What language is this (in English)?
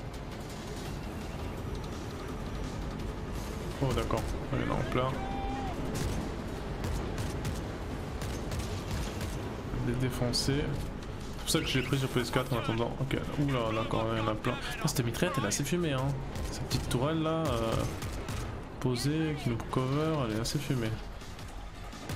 French